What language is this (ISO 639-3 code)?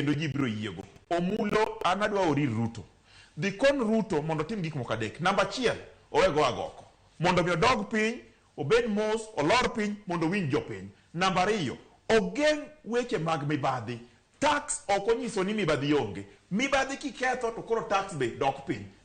luo